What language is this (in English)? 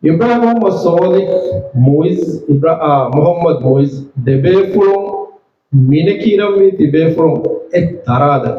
Divehi